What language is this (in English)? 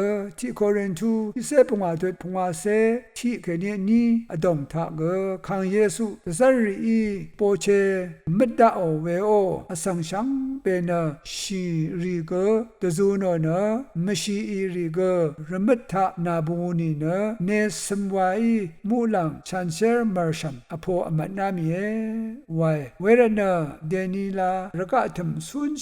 Rawang